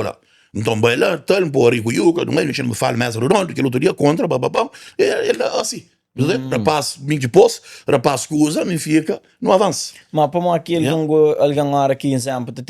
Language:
Kabuverdianu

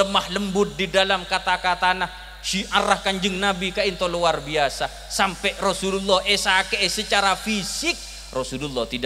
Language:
Madurese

